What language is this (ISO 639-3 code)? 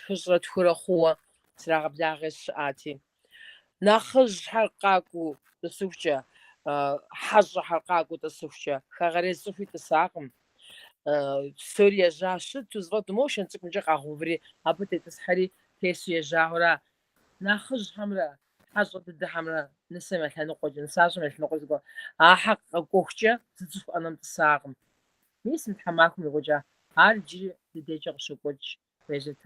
kbd